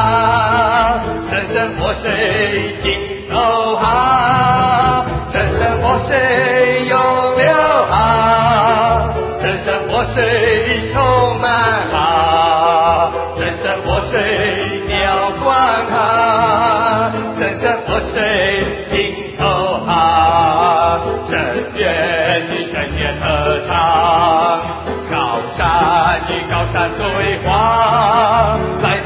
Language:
Chinese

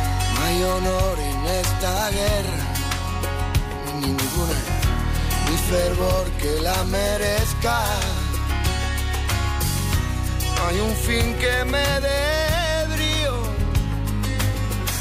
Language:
Spanish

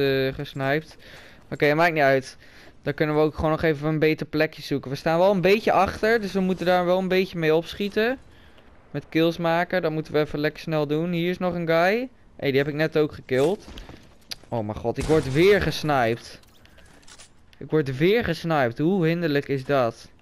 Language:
Dutch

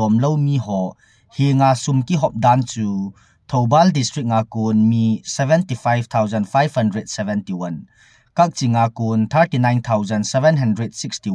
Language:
Thado Chin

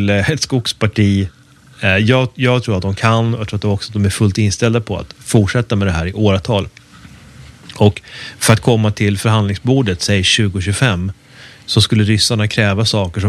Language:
Swedish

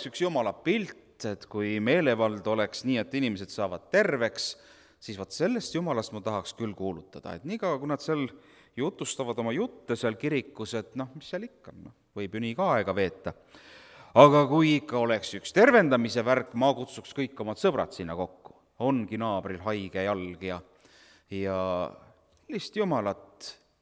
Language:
Estonian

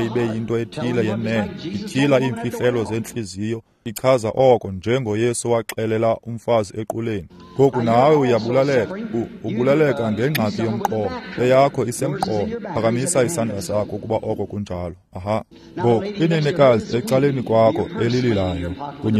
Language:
Xhosa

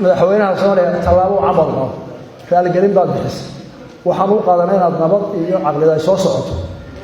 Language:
Somali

